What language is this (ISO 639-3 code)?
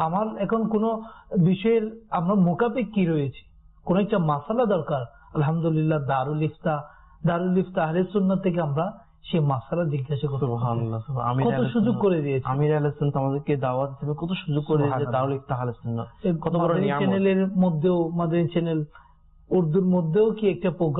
ben